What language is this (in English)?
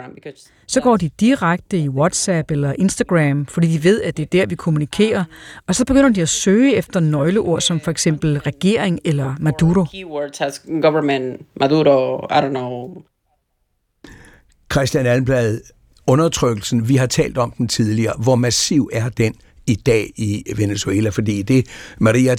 Danish